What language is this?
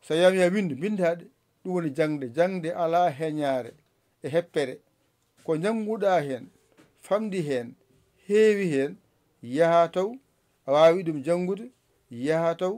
Fula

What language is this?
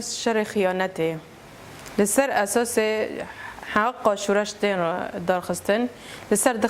Kurdish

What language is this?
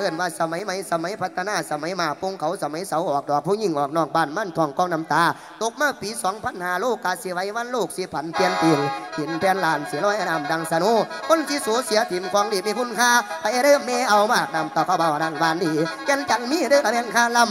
Northeastern Thai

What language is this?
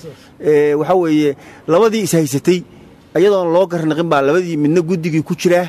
Somali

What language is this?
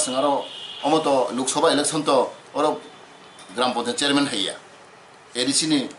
Riang (India)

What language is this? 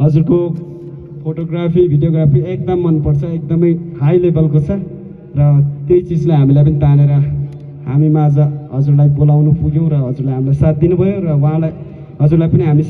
Nepali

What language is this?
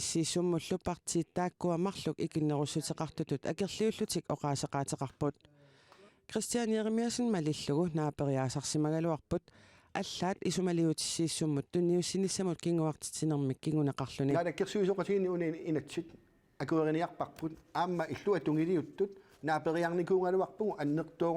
Kalaallisut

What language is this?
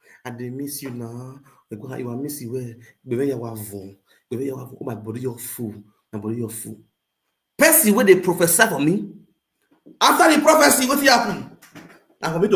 Nigerian Pidgin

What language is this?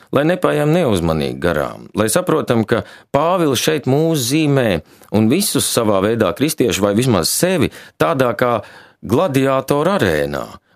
Latvian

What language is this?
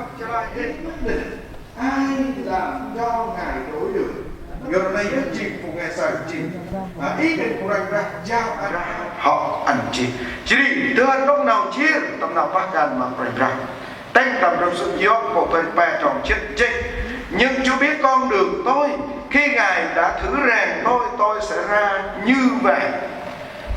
Central Mnong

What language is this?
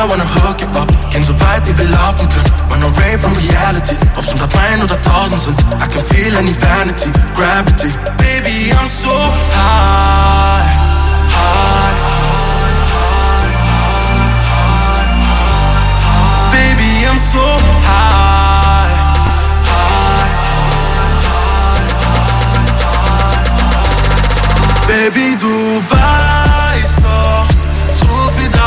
German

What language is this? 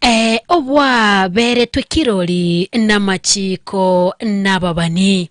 Gusii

